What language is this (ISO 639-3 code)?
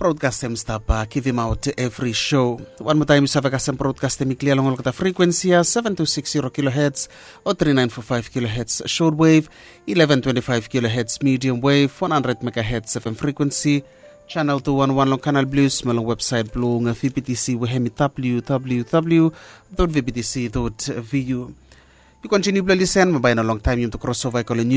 bis